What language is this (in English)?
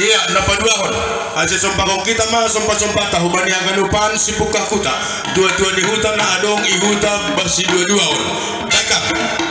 Batak Simalungun